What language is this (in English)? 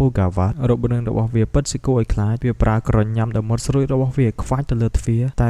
Khmer